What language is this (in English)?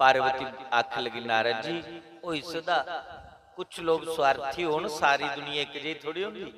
Dogri